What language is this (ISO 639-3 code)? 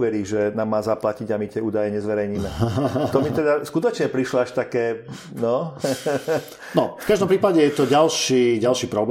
slk